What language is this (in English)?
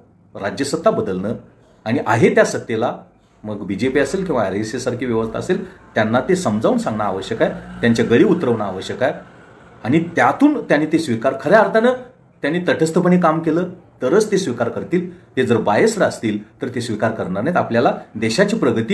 Marathi